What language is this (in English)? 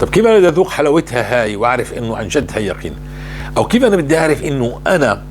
North Levantine Arabic